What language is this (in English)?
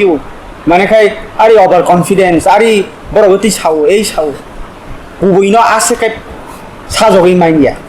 Kok Borok